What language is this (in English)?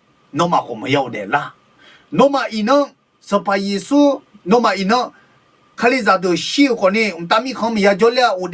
Akha